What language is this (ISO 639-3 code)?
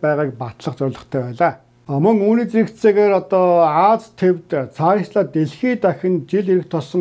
mon